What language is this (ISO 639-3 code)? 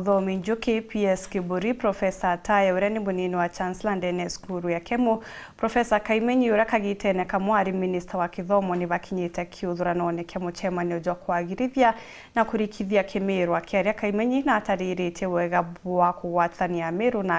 mer